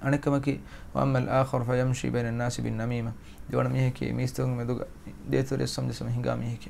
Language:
Divehi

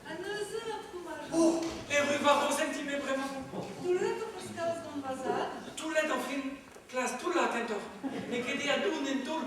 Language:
Breton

